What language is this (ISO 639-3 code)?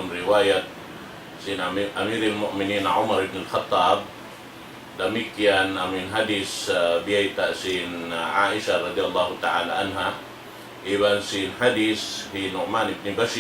tsg